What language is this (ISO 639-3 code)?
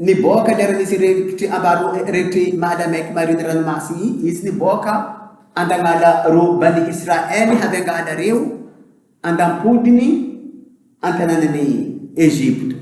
buc